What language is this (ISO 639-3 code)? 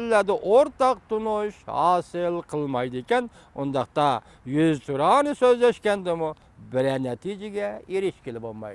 uig